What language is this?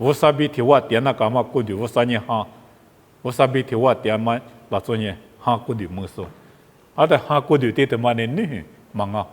Lisu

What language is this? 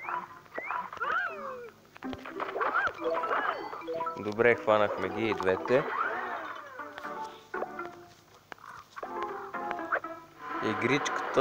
Bulgarian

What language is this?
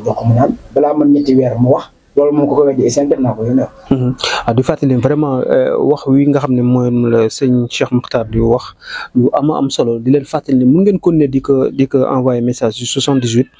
Wolof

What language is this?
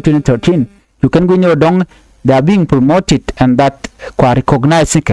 Nuer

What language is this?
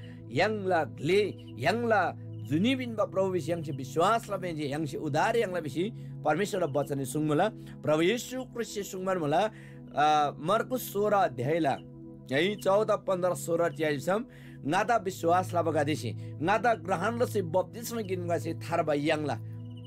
Eastern Tamang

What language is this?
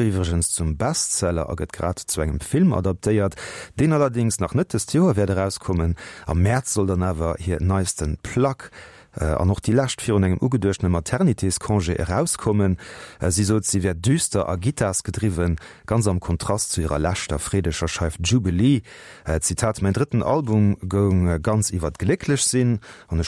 Luxembourgish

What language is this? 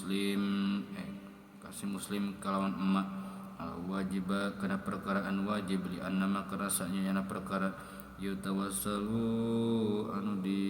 Sundanese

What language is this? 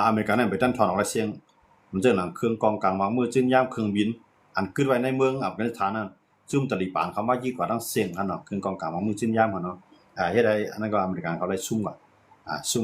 Shan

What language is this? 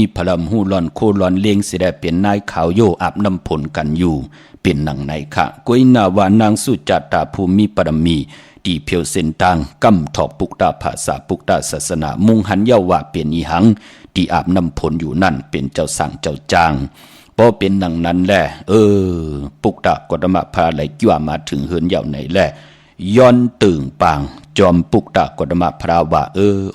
Shan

